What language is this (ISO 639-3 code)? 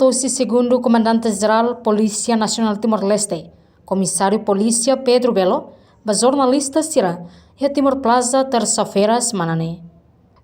tet